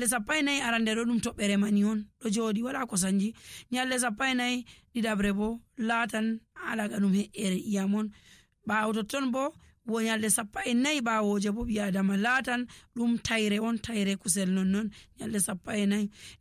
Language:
Nigerian Fulfulde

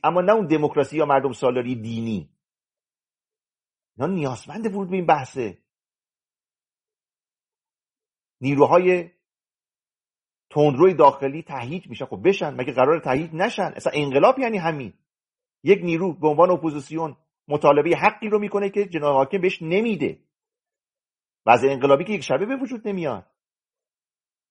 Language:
Persian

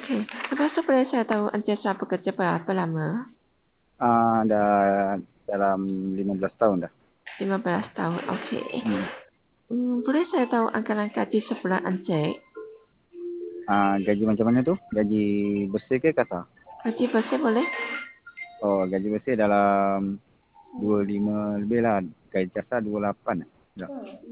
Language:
Malay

